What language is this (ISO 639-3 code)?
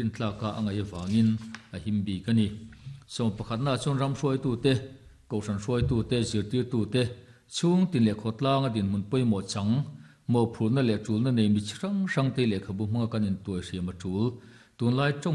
lus